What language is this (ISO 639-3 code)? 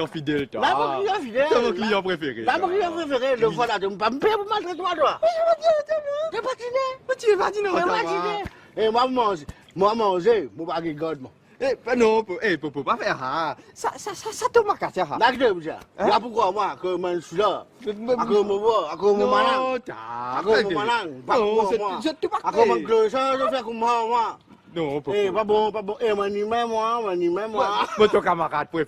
mfe